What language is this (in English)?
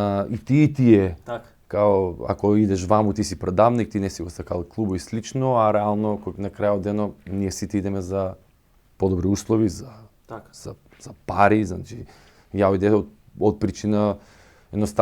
Macedonian